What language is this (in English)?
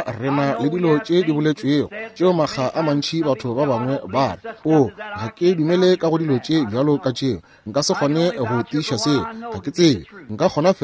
Northern Sotho